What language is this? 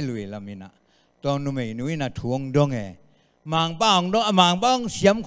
Tedim Chin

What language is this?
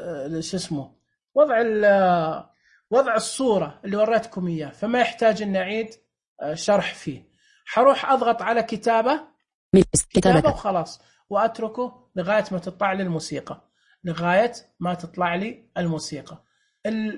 Najdi Arabic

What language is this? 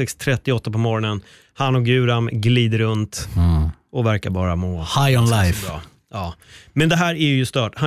Swedish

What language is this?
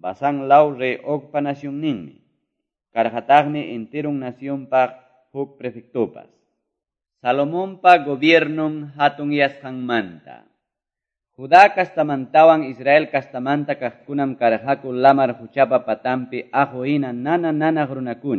Quechua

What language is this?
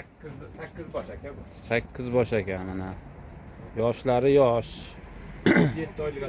Uzbek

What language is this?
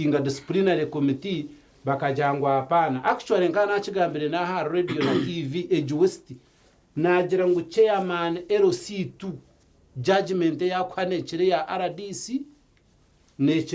Nyankole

